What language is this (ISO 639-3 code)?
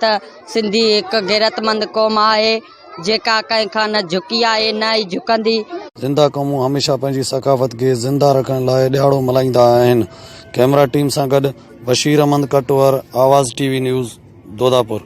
snd